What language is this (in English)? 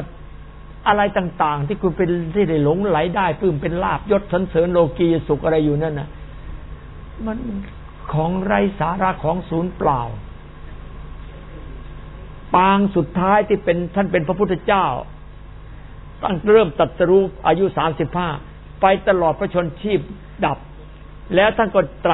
Thai